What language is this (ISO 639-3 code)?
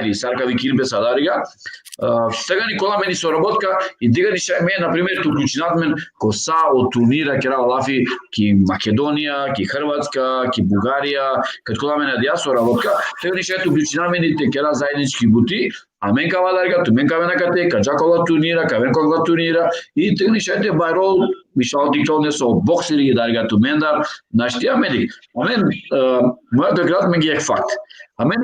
rmn